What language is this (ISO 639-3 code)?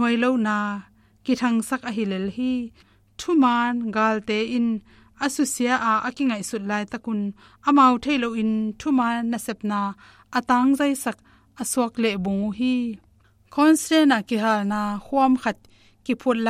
ctd